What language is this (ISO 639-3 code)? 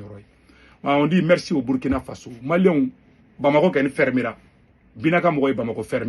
bam